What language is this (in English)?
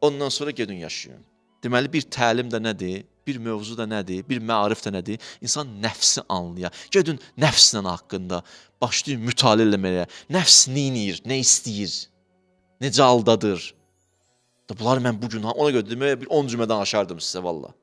Azerbaijani